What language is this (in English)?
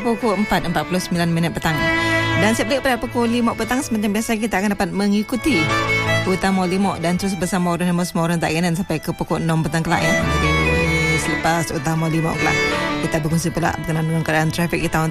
Malay